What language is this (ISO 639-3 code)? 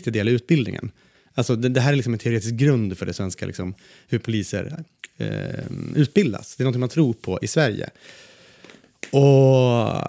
swe